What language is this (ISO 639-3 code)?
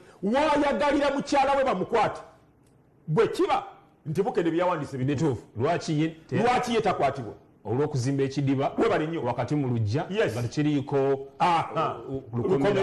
lug